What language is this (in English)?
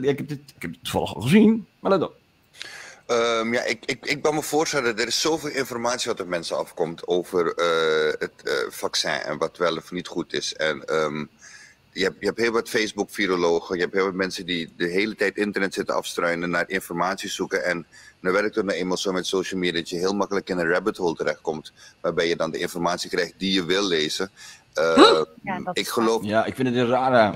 Dutch